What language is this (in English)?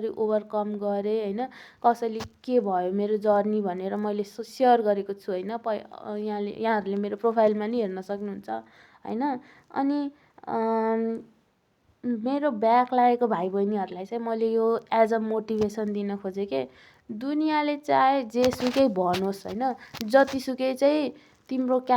Nepali